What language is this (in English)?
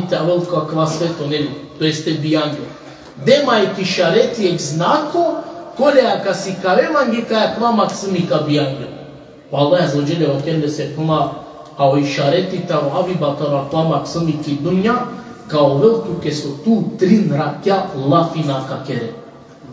Balkan Romani